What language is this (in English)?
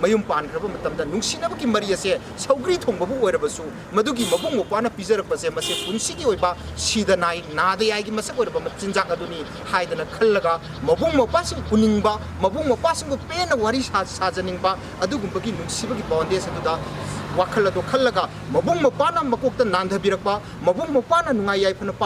Manipuri